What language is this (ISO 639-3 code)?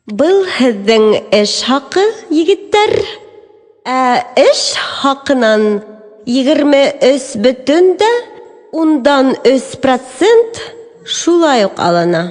bak